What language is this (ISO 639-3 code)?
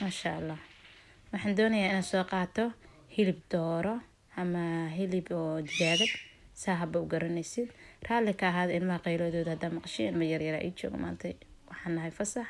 som